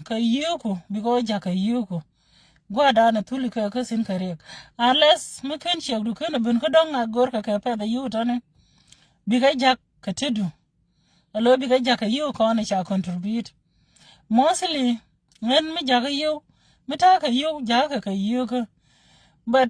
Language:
Nuer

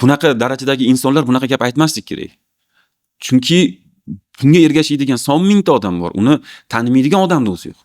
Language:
Uzbek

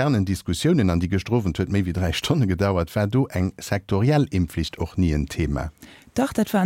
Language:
Luxembourgish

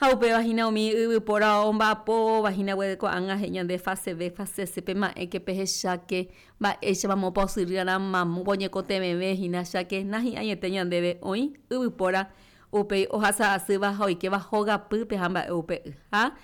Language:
Guarani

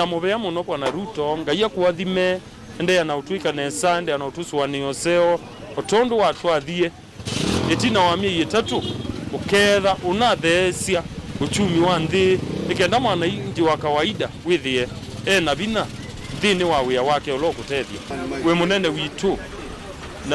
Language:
Kamba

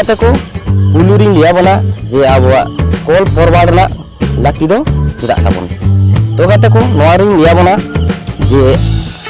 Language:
Santali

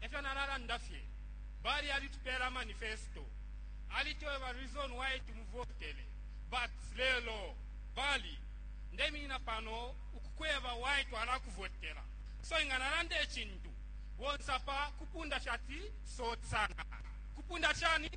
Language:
Bemba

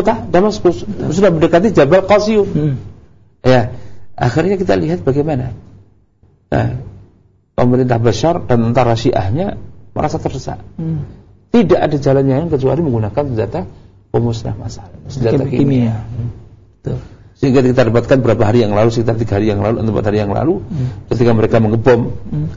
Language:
Indonesian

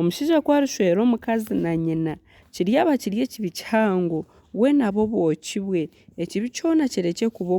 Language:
Nyankole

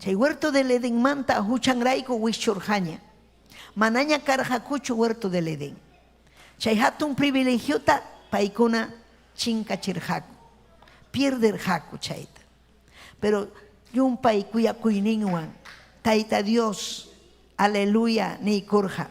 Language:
Ayacucho Quechua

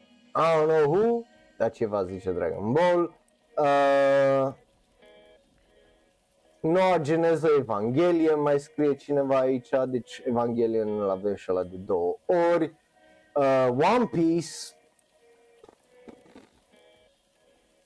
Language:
Romanian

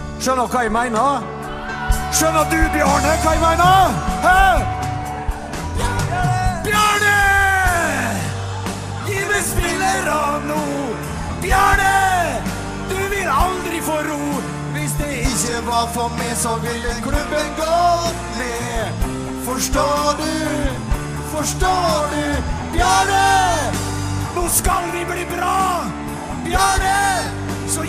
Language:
Norwegian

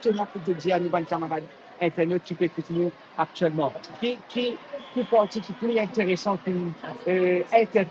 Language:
Morisyen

